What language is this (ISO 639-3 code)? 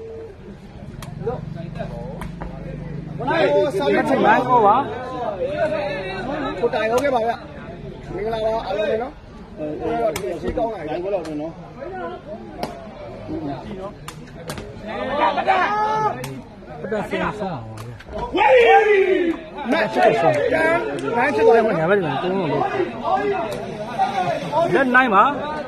mya